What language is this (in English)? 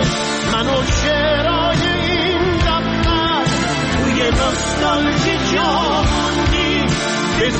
Persian